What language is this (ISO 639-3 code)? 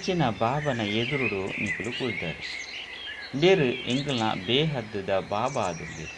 tcy